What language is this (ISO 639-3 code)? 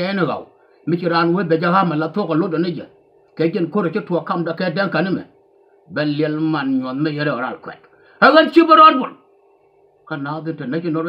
nus